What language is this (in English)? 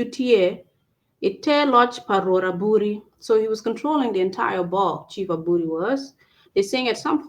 Acoli